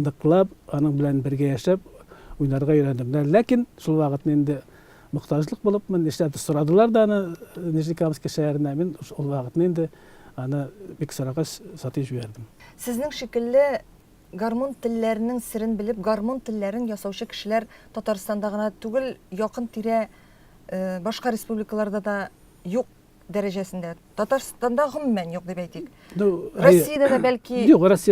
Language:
Tatar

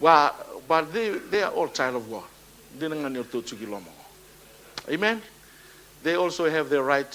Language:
Fijian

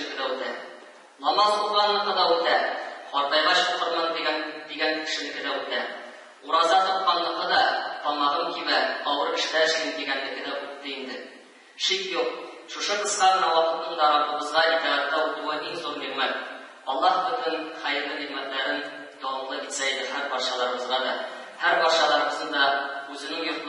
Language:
Tatar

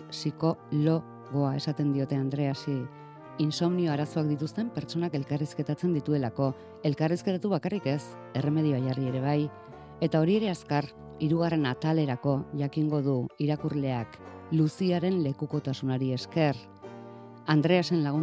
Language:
Basque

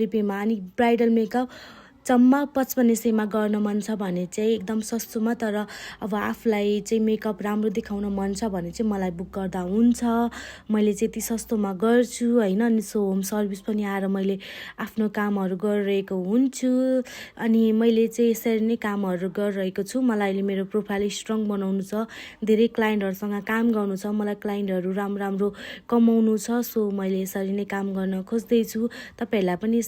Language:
Nepali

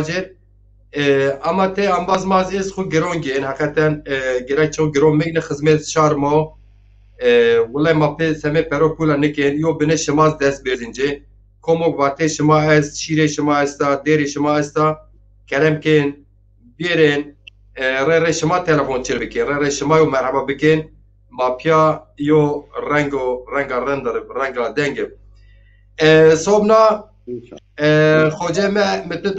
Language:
Zaza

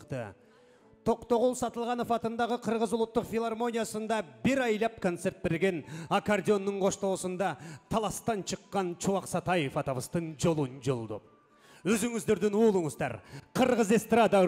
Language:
Kyrgyz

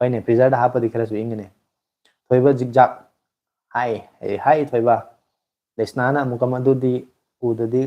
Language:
Manipuri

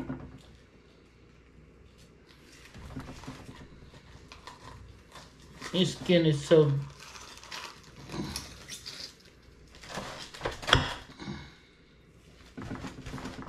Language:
Filipino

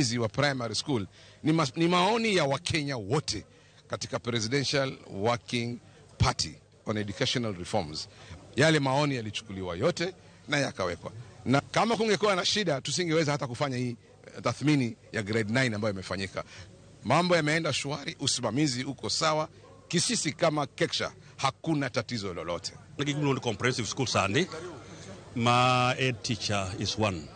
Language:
Luo (Kenya and Tanzania)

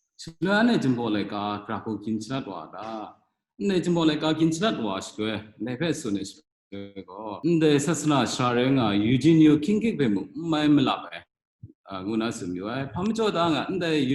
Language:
Kachin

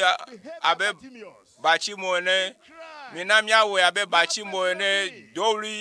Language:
Ewe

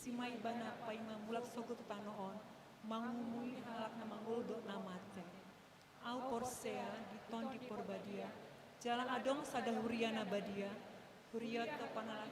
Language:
Batak Toba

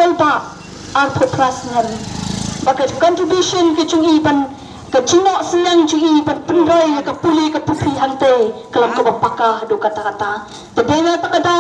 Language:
Khasi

